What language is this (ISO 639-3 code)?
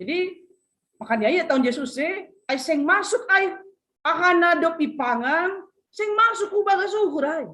bts